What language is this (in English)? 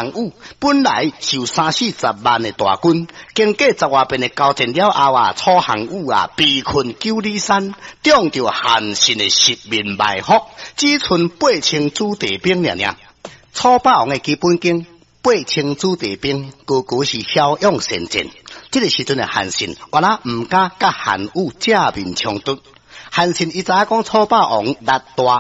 Min Nan Chinese